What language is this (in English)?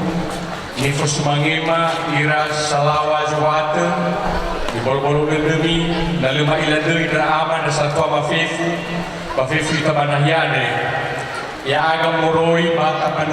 Nias